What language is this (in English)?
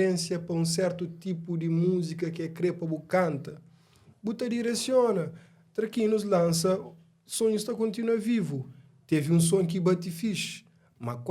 Kabuverdianu